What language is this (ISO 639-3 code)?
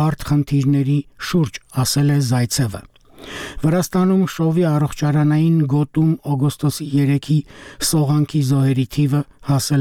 hye